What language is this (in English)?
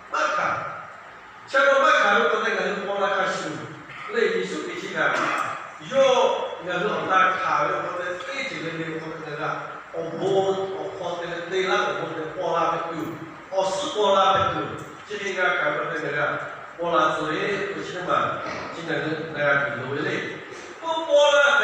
Lahu